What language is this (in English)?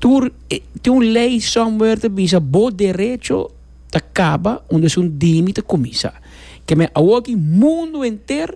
Papiamento